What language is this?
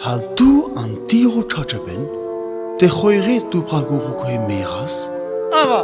Sinte Romani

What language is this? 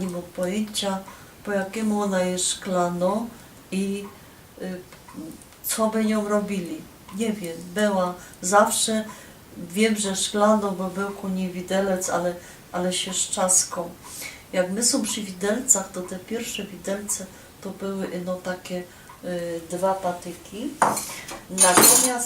Silesian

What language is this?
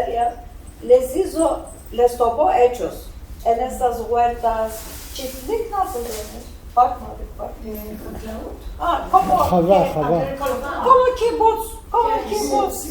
Ladino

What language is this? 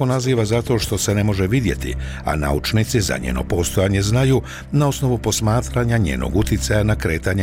Bosnian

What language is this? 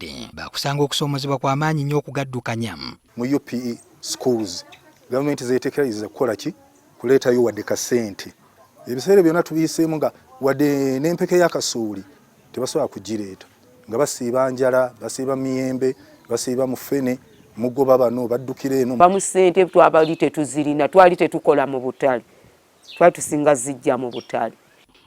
Ganda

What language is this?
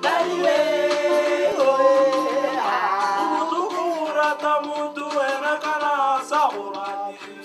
Tswana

